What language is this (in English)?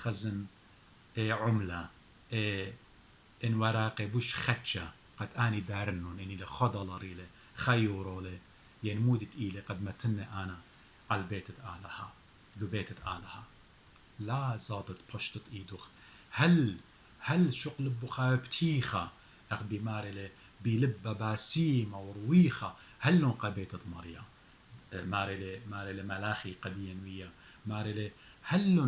Assyrian Neo-Aramaic